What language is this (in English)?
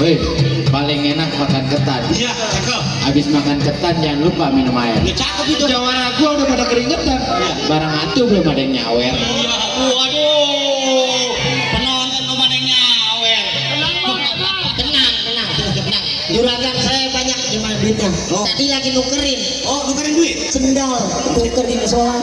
Betawi